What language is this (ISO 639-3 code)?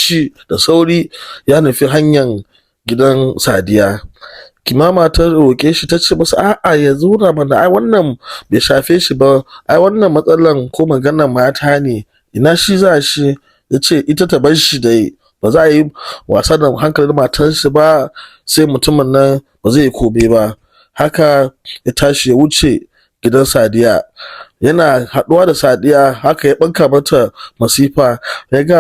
hau